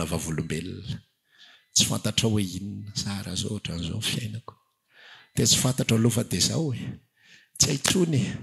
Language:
Malagasy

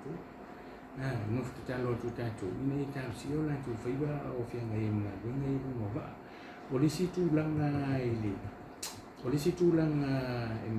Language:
Samoan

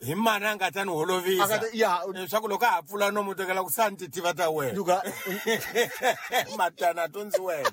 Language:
Tsonga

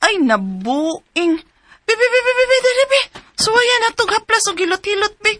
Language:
Cebuano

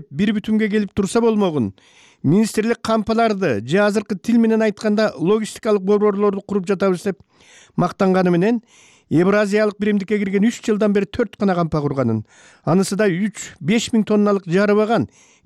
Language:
Kyrgyz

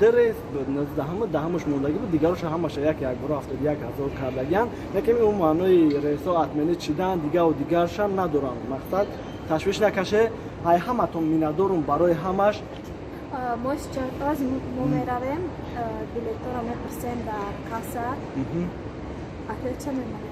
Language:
Tajik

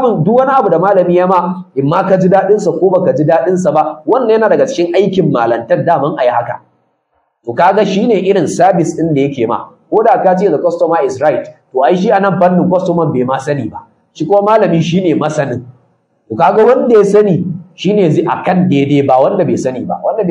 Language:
Hausa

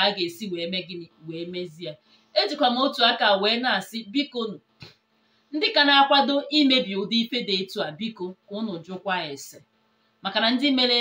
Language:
Igbo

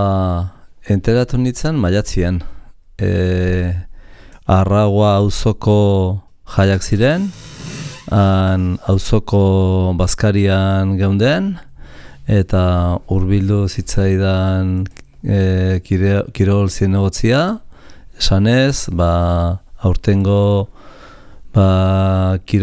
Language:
Basque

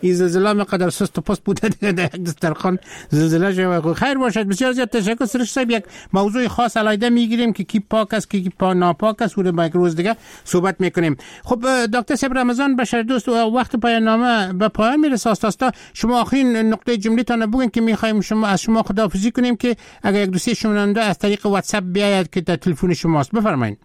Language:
Persian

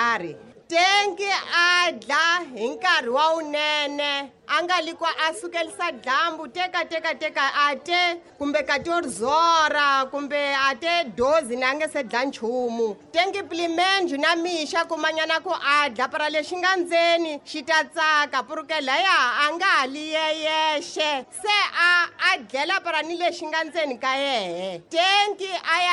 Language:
Tsonga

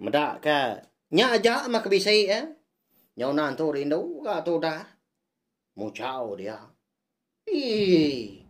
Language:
Iban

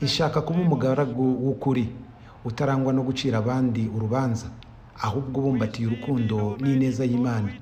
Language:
Kinyarwanda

